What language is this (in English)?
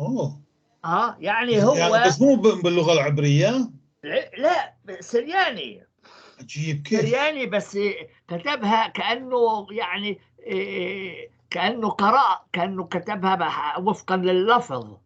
North Levantine Arabic